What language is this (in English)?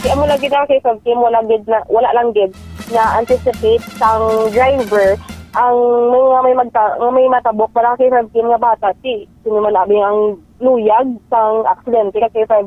Hiligaynon